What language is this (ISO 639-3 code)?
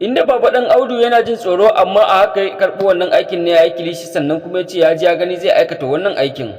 hau